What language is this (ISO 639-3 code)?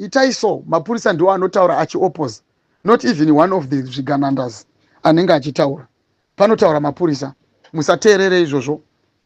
sna